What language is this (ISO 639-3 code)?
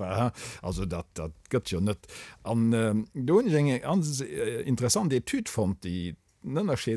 ltz